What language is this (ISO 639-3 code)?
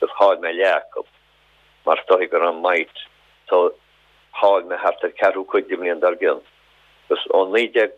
gle